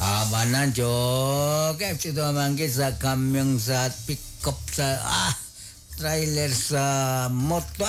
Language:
Kekchí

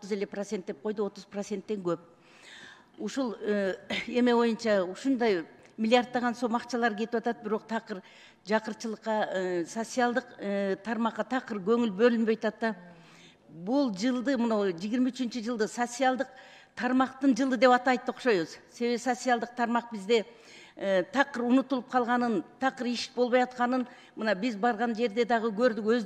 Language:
Kyrgyz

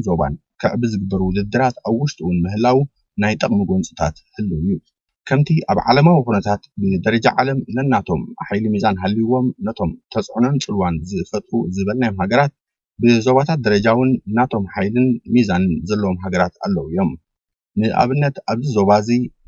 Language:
Tigrinya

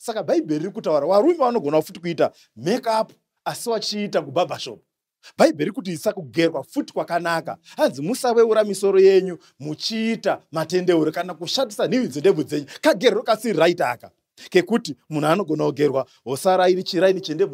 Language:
Shona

